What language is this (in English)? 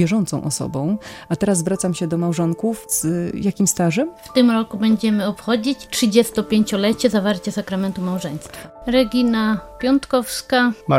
Polish